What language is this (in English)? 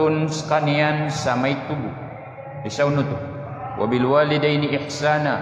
Maranao